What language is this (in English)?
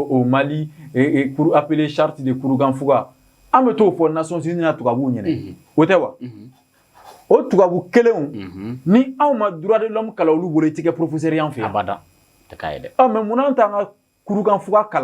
Bambara